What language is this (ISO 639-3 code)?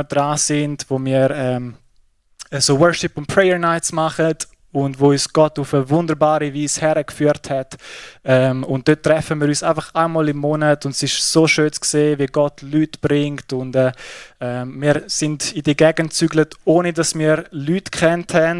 gsw